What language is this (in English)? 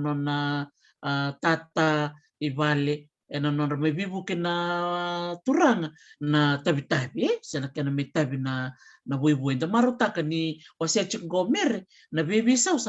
Fijian